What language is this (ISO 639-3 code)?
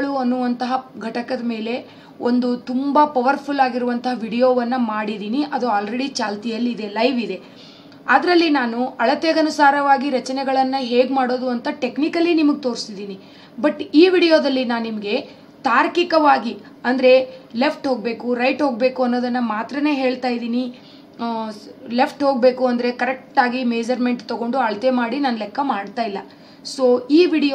kan